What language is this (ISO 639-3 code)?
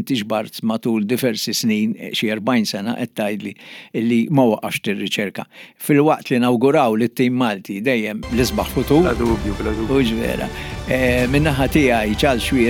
mlt